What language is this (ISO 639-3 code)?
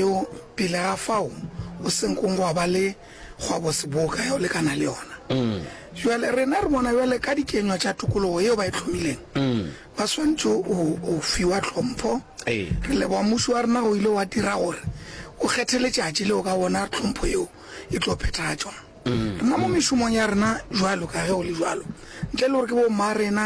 nso